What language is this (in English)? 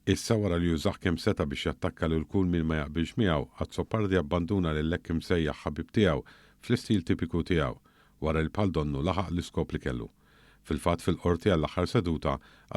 Maltese